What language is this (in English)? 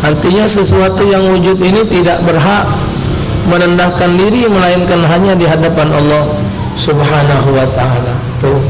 Musi